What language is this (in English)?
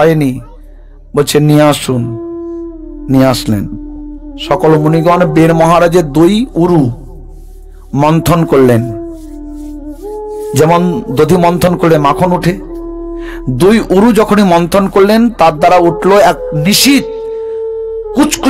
Bangla